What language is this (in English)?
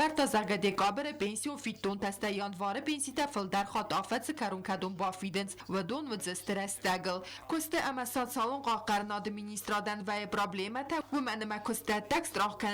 Ossetic